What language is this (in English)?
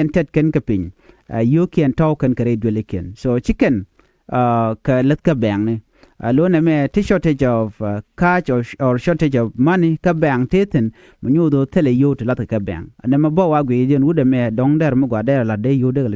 Nuer